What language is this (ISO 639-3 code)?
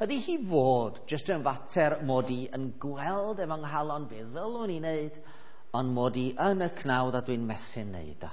cym